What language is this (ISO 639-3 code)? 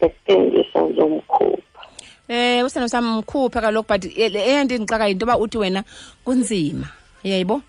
xho